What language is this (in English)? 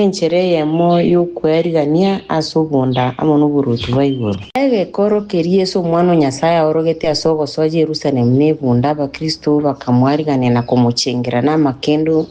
Gusii